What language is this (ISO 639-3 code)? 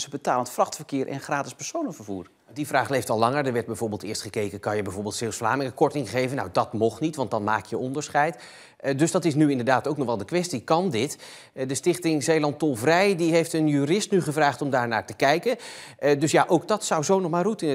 nld